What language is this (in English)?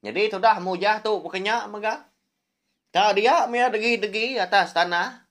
Iban